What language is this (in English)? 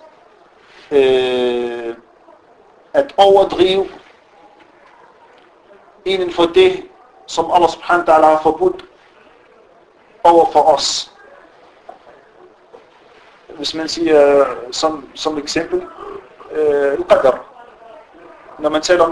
Danish